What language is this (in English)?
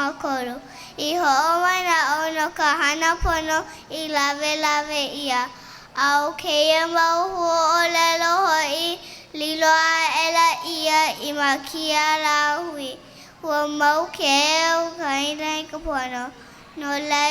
Hawaiian